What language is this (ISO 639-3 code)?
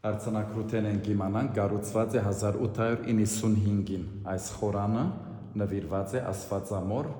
hyw